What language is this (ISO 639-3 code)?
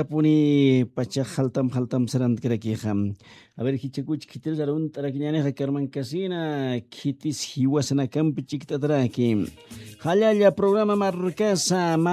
aym